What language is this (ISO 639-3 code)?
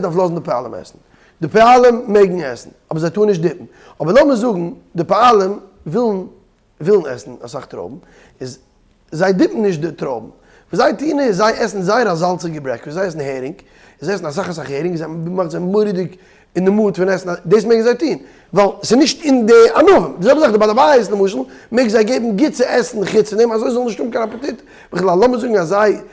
yid